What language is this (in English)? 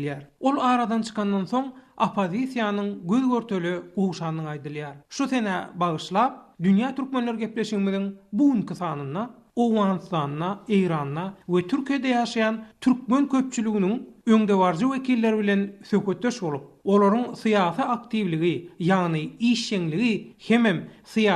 Turkmen